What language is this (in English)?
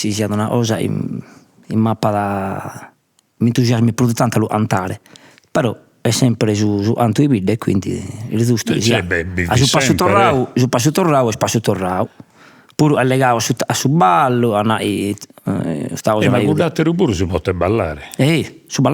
Sardinian